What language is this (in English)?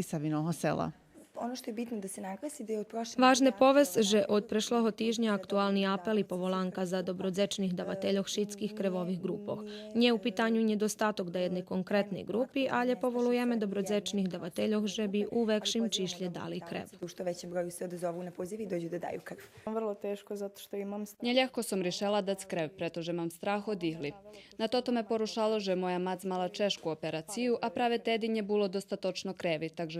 Rusyn